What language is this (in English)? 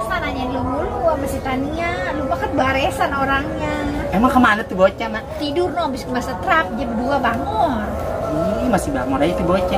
Betawi